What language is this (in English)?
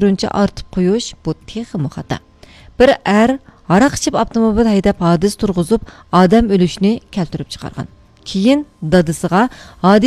Uyghur